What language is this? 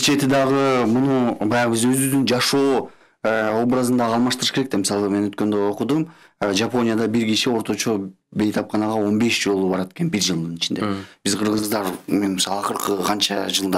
Kyrgyz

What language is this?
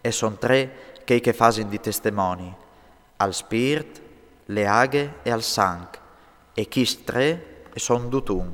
Friulian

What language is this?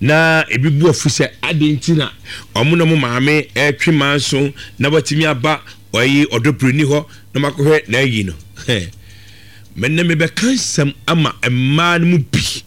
Akan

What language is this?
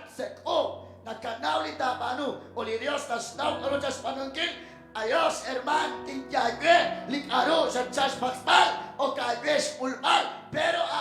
Kekchí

